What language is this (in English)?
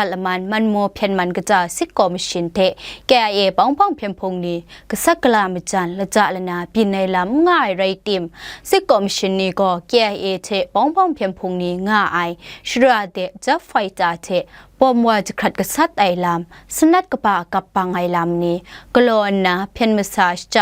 Kachin